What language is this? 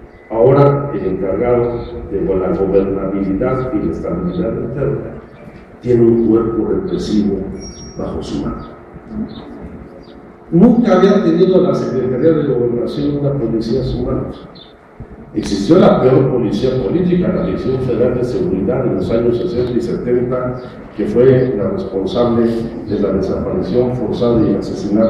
Spanish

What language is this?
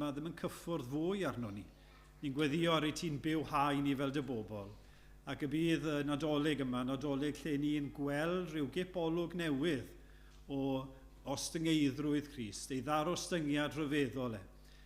Welsh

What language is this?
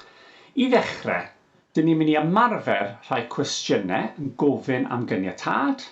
Welsh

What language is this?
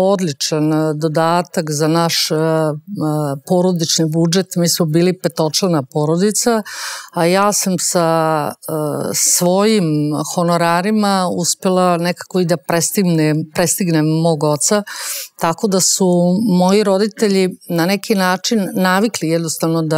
Serbian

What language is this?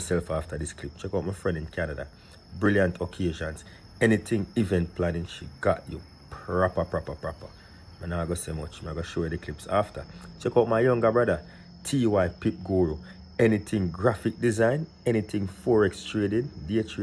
Jamaican Creole English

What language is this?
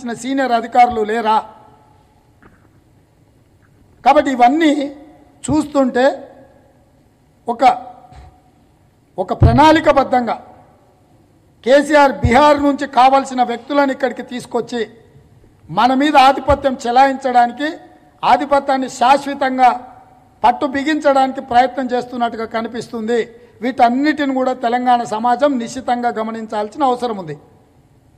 Telugu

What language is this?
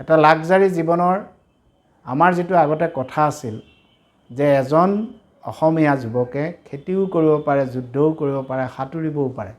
Assamese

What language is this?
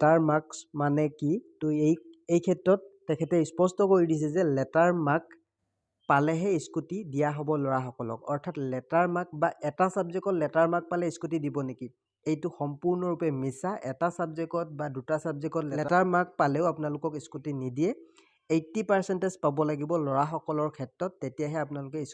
Assamese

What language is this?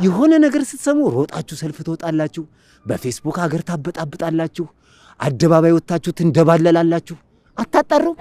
Amharic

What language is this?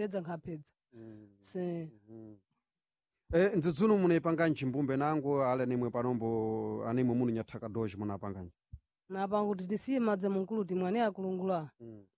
Sena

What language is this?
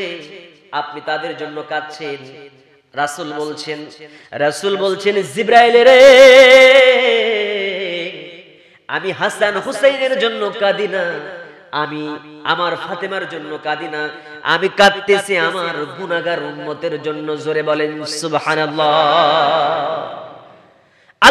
Bangla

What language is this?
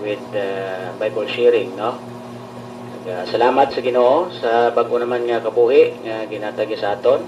Hiligaynon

